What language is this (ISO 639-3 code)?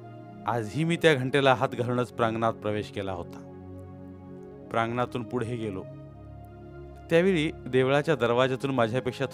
mar